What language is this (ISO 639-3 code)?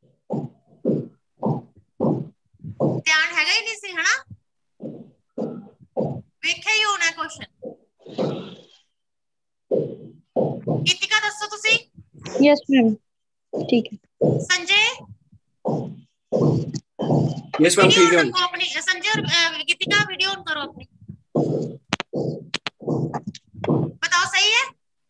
hin